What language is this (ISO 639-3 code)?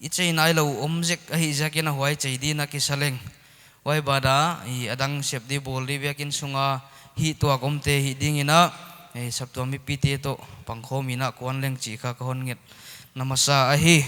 pck